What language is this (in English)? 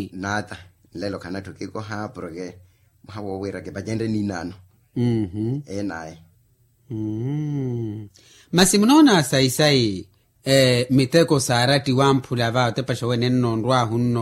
Makhuwa